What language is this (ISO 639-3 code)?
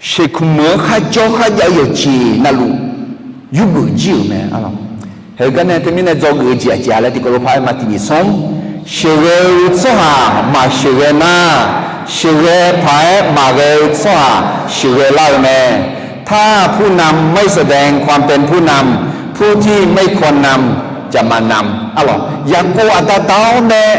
ahk